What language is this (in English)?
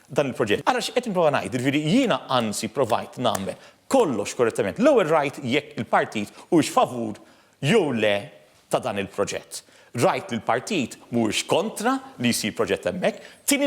Maltese